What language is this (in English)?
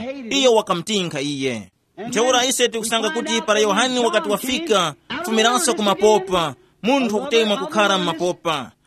Tumbuka